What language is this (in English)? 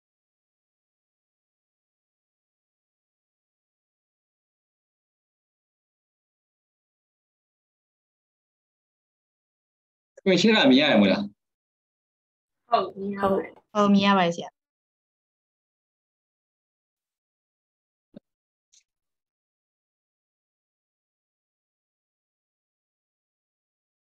Burmese